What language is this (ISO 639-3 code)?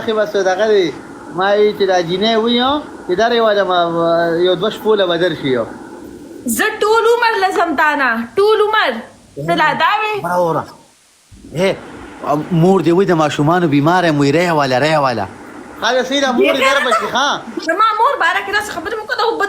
pus